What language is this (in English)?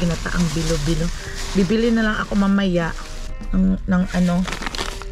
Filipino